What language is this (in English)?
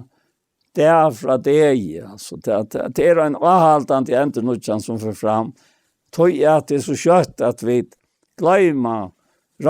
Faroese